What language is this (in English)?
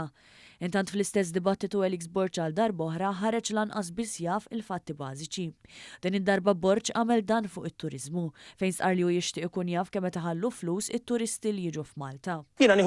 Maltese